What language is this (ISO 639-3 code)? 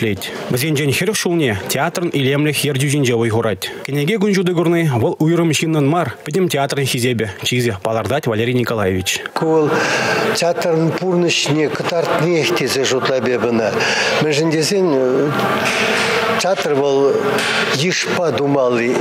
chv